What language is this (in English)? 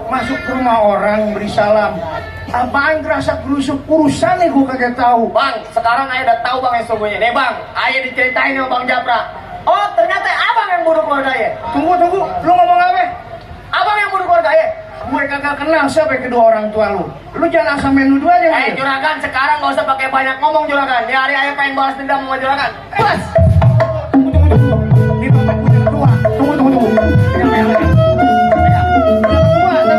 Betawi